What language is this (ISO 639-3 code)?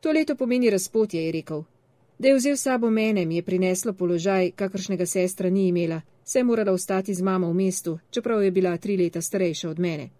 slv